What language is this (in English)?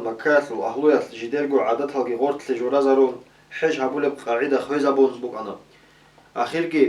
Avaric